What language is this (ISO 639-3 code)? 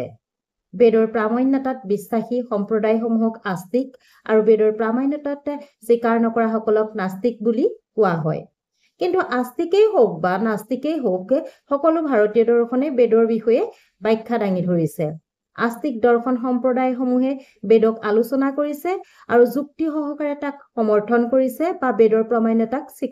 asm